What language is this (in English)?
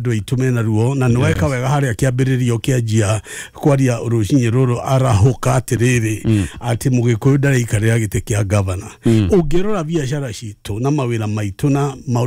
Kikuyu